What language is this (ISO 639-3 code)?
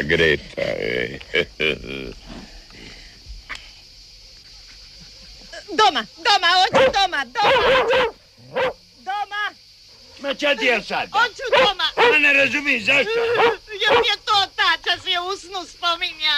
hrv